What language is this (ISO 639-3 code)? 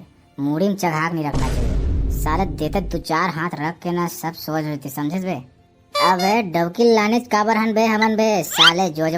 hne